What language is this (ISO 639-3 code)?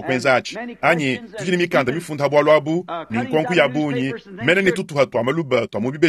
lua